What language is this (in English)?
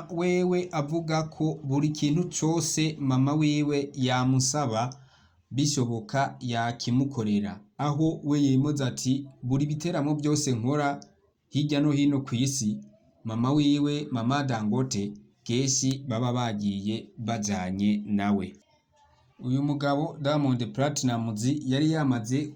Rundi